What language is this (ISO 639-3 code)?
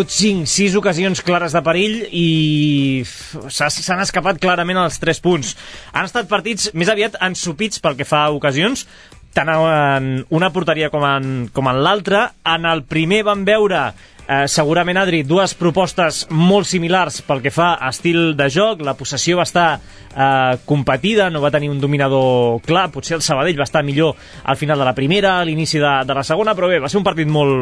cat